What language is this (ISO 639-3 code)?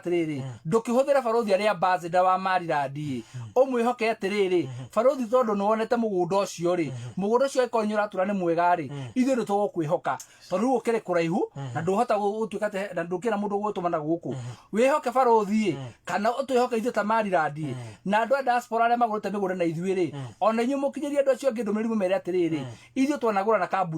kik